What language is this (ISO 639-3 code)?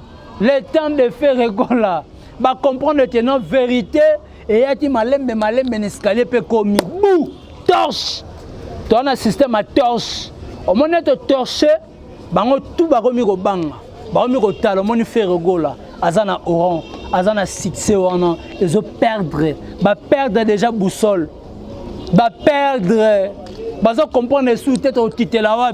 lin